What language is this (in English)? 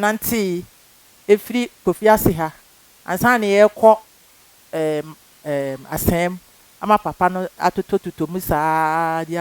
Akan